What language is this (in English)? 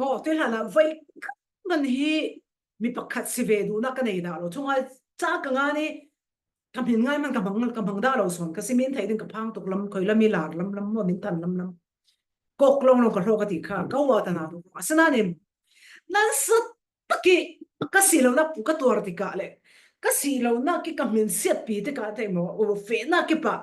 Falam Chin